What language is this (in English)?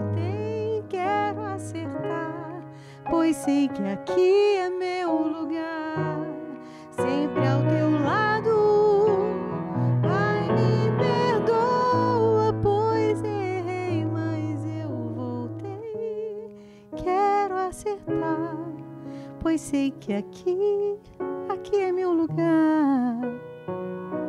Portuguese